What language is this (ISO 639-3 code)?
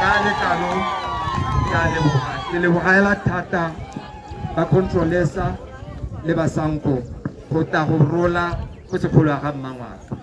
tsn